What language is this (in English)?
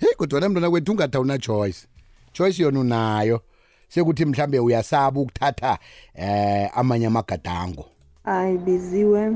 South Ndebele